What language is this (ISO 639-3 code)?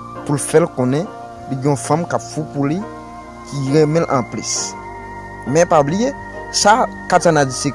hat